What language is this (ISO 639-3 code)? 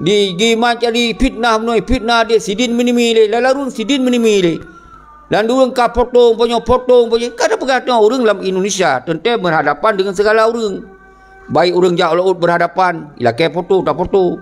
ace